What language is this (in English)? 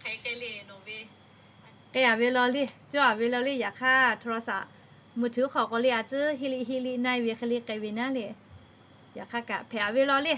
Lahu